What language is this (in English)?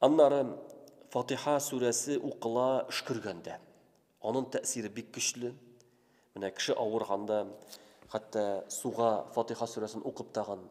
Tatar